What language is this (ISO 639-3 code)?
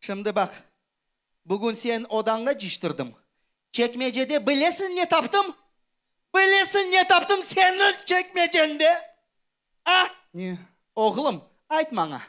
crh